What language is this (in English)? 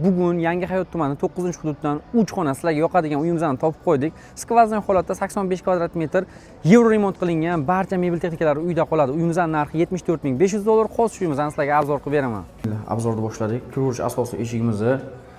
Uzbek